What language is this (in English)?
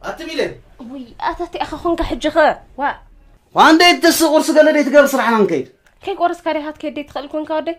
Tigrinya